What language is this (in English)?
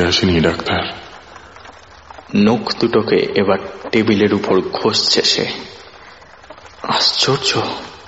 Bangla